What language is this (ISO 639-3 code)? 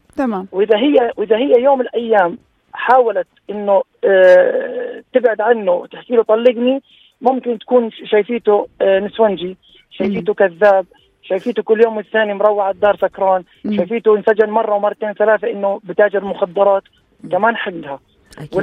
apc